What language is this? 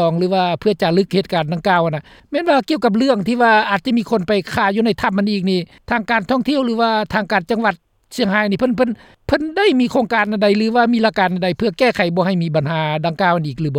Lao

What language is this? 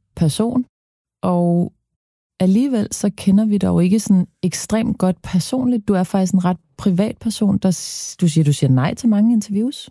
Danish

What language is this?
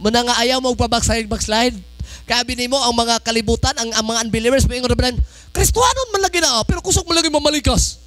Cebuano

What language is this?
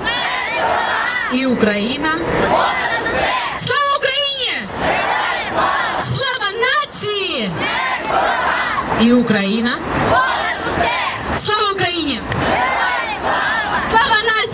Ukrainian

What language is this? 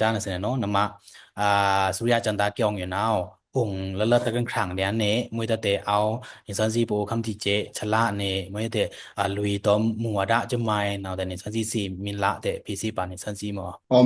Pa'o Karen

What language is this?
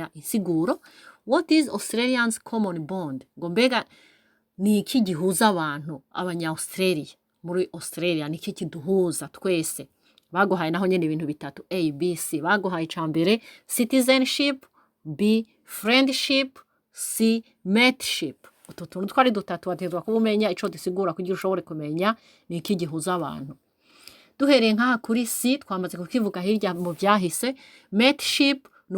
Rundi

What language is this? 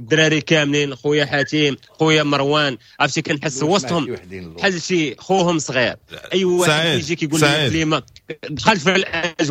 Moroccan Arabic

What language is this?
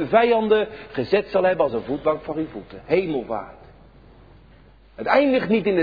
Dutch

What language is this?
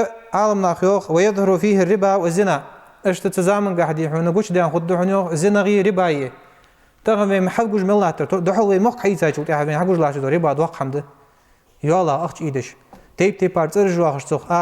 Ingush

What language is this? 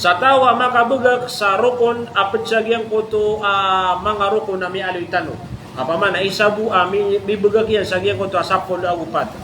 Maranao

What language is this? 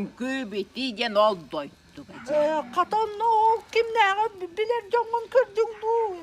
Yakut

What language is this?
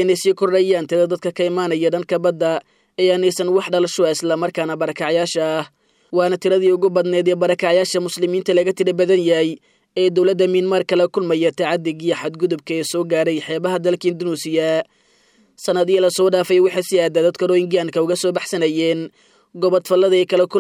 Somali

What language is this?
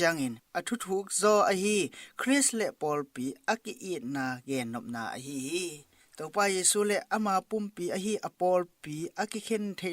Tedim Chin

